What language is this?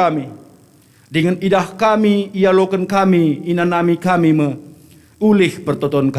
Batak Karo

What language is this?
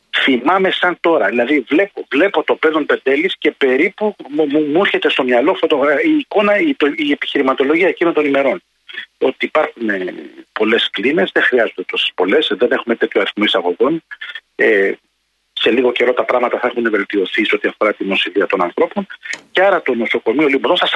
Greek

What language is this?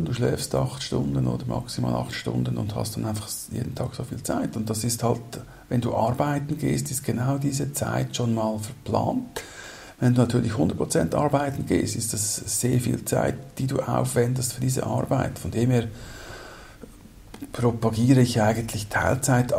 German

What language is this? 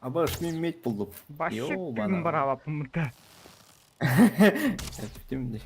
Yakut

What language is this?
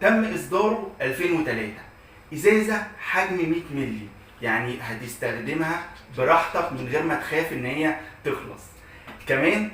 Egyptian Arabic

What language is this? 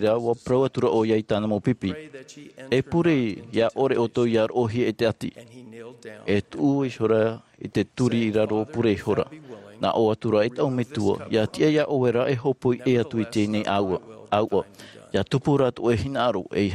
Tahitian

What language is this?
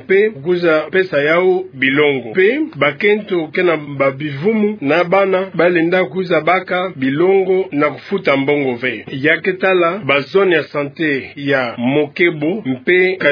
Kituba (Democratic Republic of Congo)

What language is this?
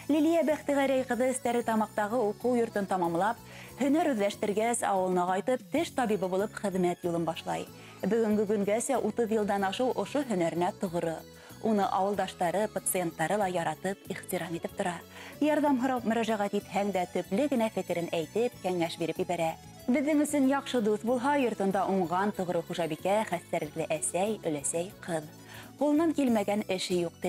Bashkir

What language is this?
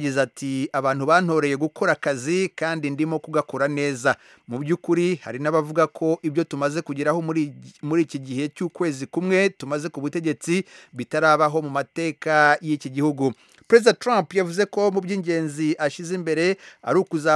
Kinyarwanda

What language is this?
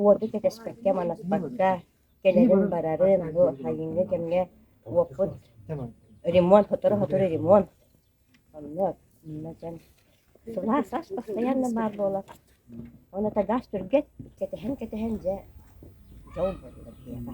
Yakut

